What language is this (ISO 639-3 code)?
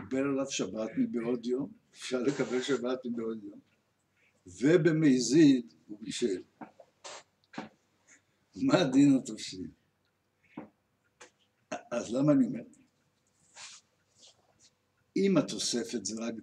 heb